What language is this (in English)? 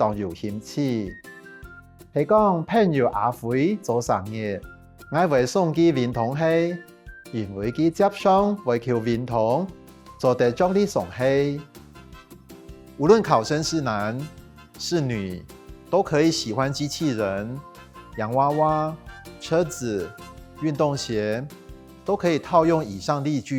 Hakka Chinese